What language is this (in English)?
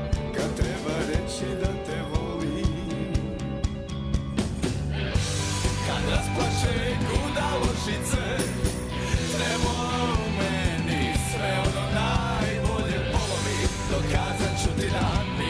Serbian